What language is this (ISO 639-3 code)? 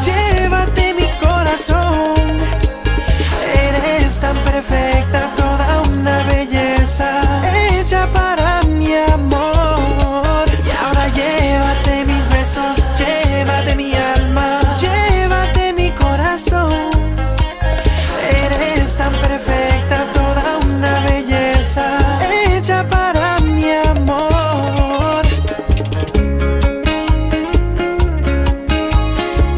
spa